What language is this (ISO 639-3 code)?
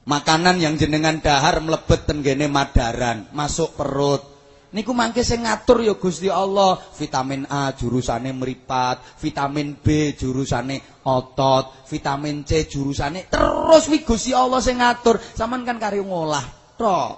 jav